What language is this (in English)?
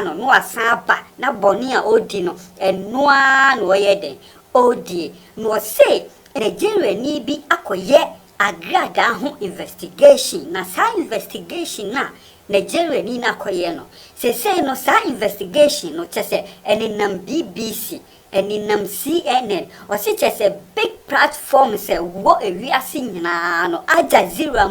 Akan